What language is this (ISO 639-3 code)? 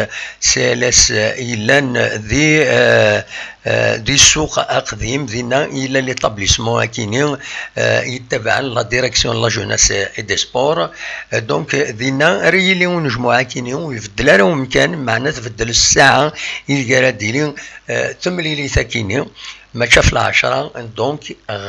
kab